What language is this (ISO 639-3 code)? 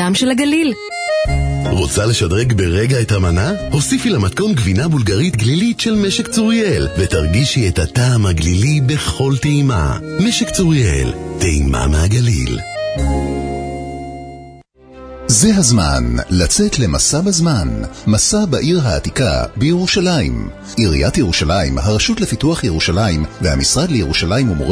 heb